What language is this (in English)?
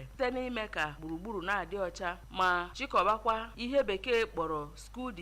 Igbo